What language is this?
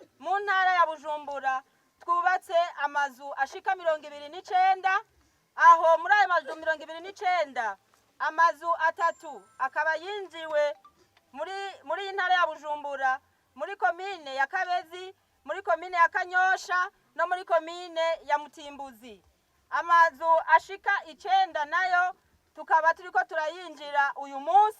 Rundi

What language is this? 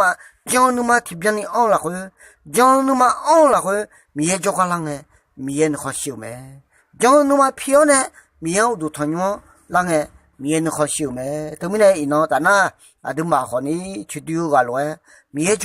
Akha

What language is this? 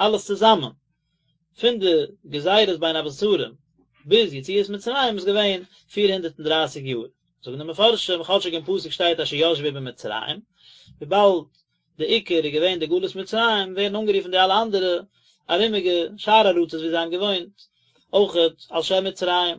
Yiddish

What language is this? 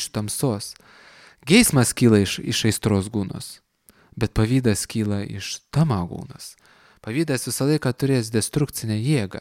Lithuanian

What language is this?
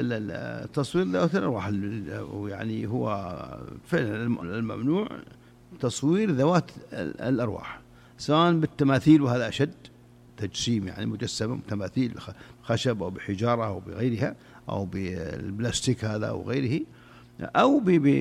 Najdi Arabic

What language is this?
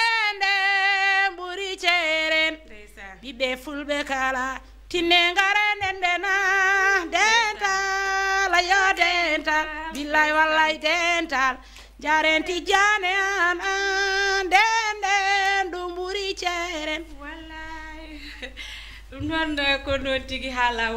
Fula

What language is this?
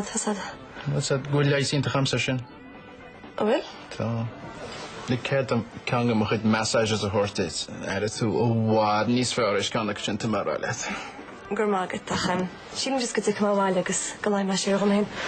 Irish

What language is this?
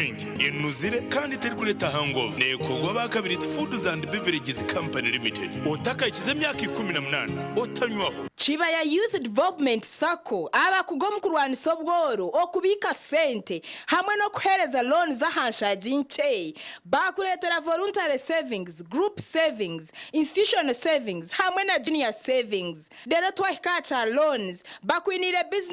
Nyankole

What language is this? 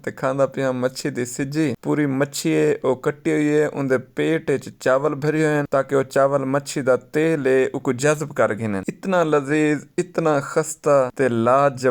Saraiki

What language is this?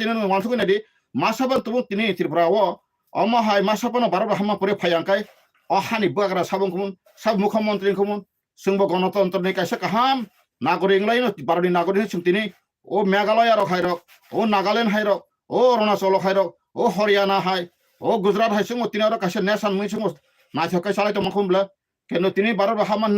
Kok Borok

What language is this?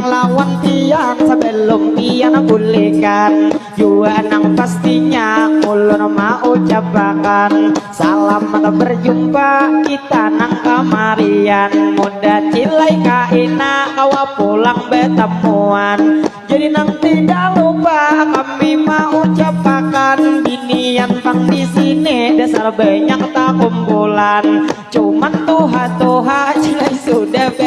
Banjar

